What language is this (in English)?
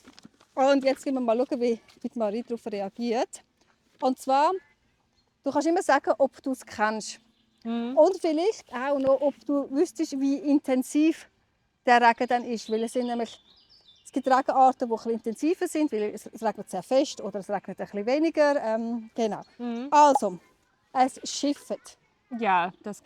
Swiss German